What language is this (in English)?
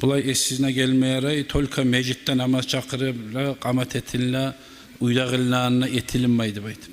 Kumyk